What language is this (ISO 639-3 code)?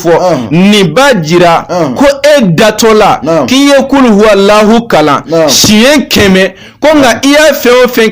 bam